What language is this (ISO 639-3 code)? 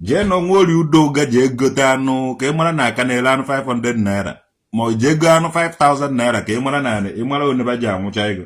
ibo